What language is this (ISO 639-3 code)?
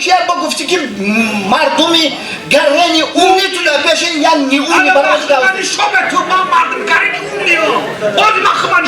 tgk